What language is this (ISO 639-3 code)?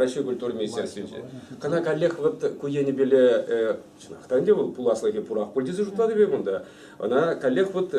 chv